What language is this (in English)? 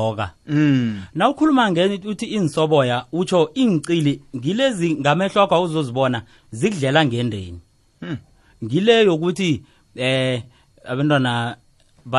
South Ndebele